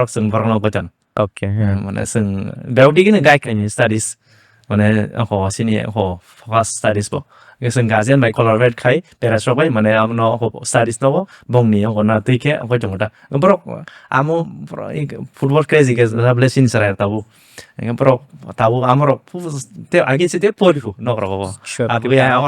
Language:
Kok Borok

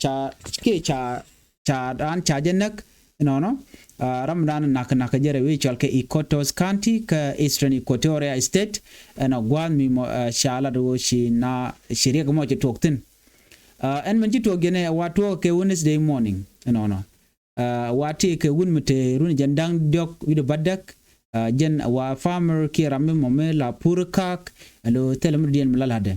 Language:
Nuer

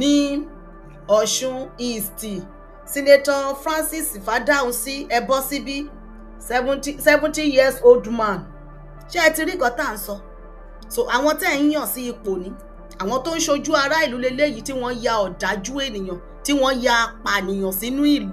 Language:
Yoruba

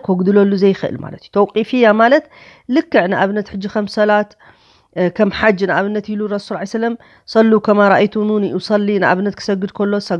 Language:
Tigrinya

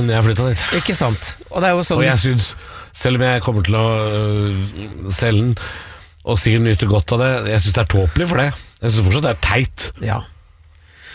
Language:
Norwegian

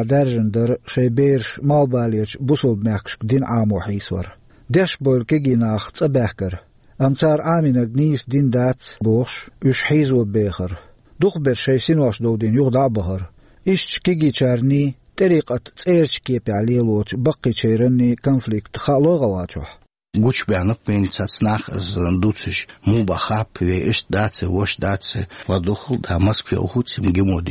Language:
Chechen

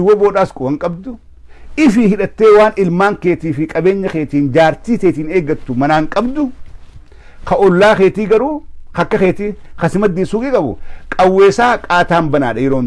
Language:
Oromo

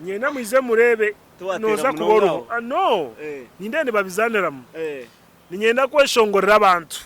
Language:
Nyankole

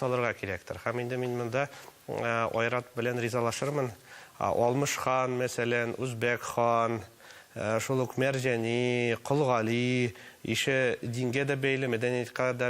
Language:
Tatar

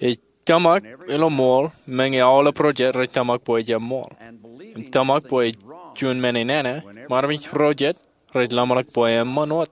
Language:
Marshallese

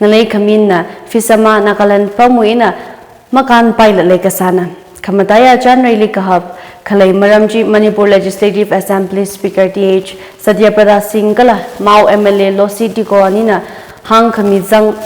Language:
Tangkhul Naga (India)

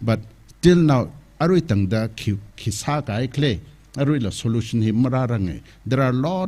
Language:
Tangkhul Naga (India)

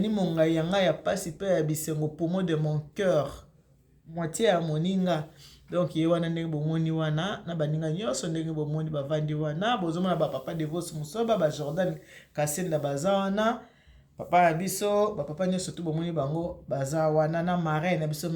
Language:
Lingala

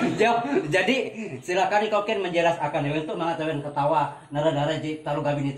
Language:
Ngaju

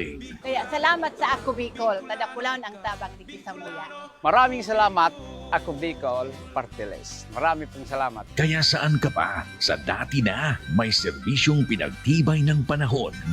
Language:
Bikol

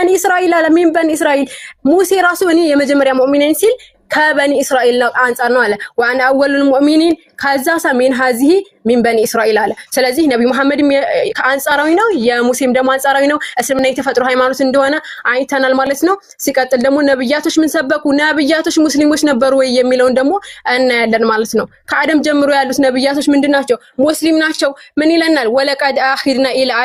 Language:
Amharic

